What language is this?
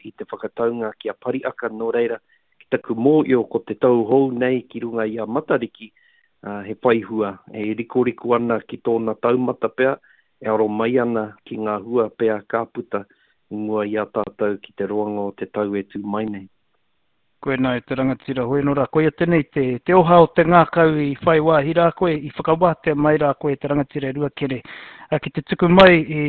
Māori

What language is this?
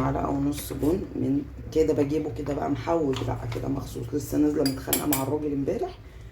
Egyptian Arabic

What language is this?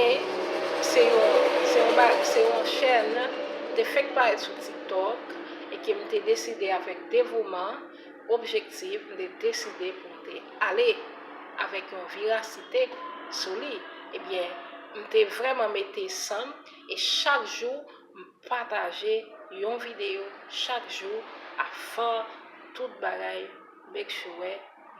Haitian Creole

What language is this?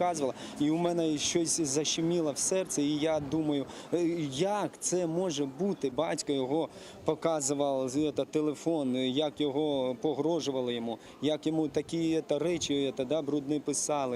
Crimean Tatar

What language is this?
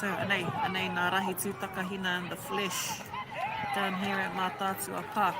Māori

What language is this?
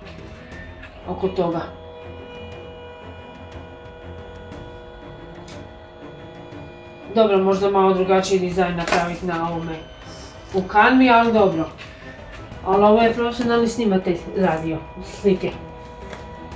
Croatian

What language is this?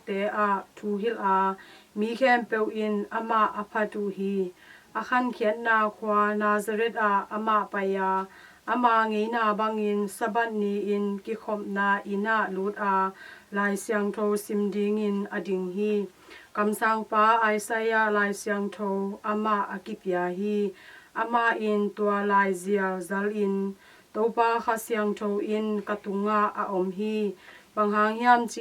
Tedim Chin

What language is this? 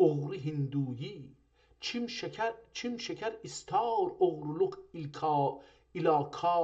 South Azerbaijani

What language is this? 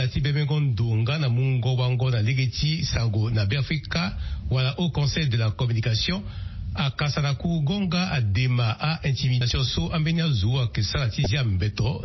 Sango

